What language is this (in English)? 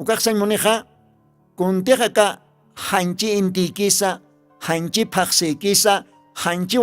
Aymara